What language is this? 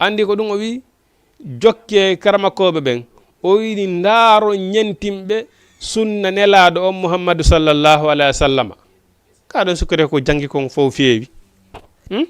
Fula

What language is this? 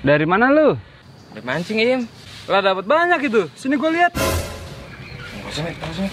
Betawi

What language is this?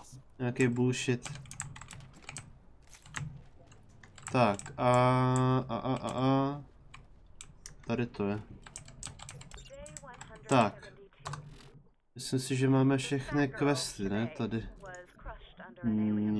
Czech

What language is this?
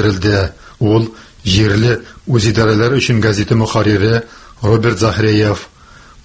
Tatar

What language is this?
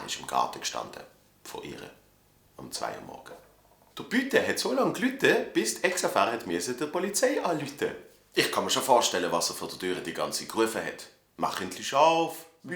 Swiss German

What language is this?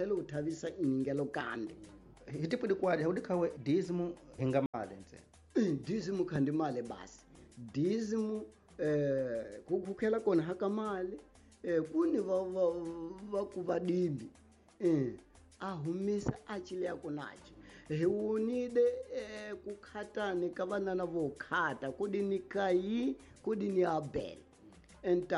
Tsonga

